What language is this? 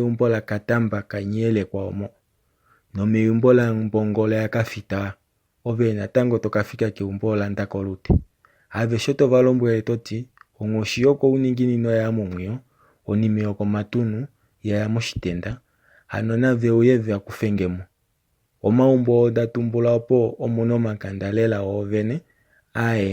Kuanyama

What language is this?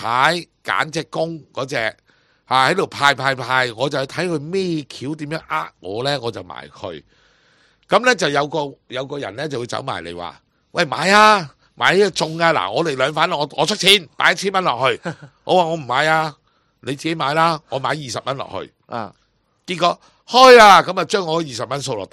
Cantonese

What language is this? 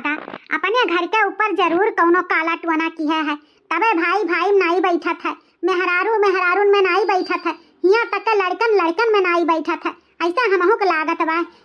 Awadhi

